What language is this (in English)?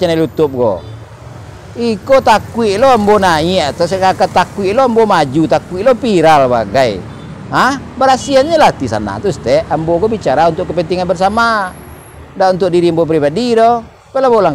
Minangkabau